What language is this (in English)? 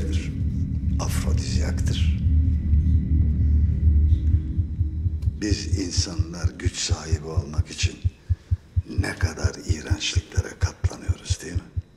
Turkish